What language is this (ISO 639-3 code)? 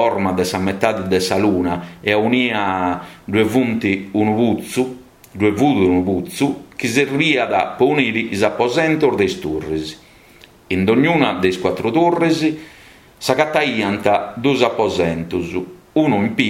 srd